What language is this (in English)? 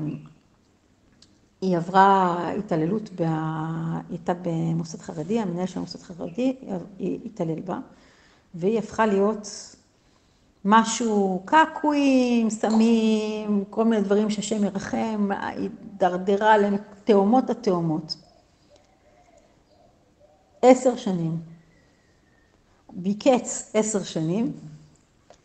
Hebrew